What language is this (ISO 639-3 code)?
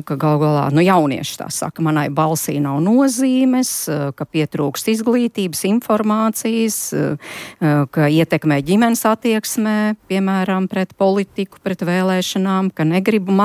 lav